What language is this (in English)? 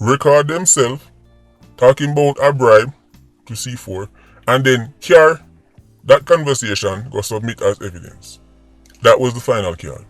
Jamaican Creole English